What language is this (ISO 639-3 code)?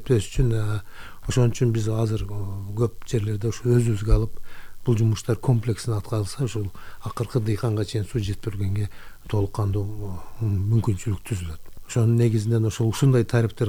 kir